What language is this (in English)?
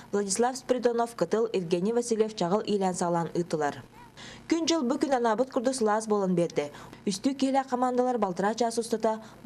Yakut